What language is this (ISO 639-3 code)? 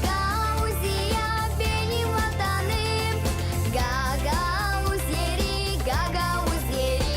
gag